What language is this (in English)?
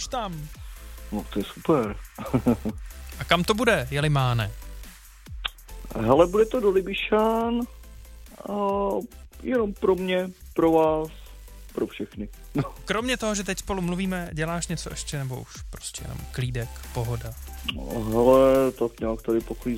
Czech